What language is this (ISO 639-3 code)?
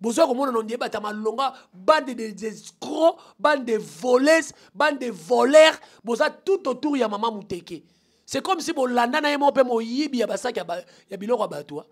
lin